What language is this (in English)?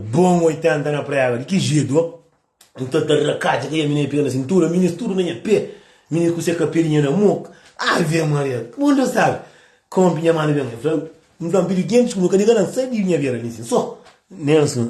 Kabuverdianu